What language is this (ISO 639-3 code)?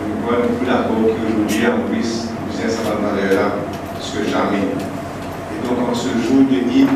mfe